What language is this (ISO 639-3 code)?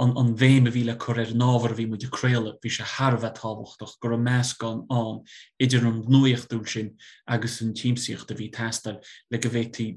gle